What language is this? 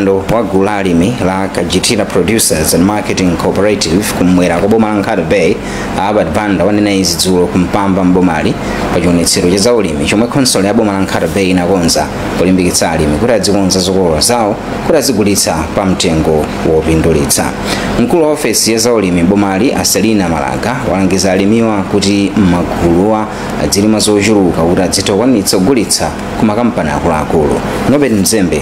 Nyanja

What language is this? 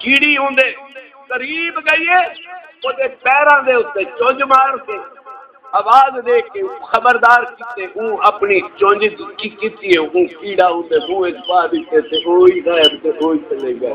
Saraiki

